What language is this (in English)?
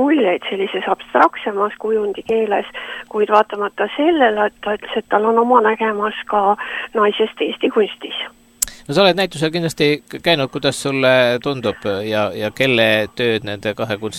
Estonian